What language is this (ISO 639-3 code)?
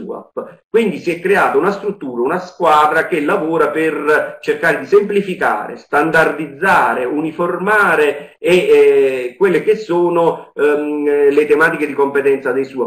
ita